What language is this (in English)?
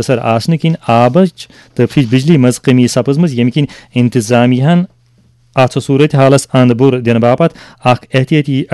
Kashmiri